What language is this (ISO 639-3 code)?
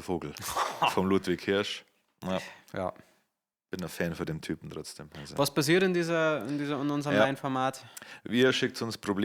bar